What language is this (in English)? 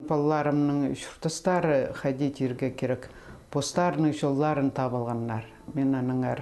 Khakas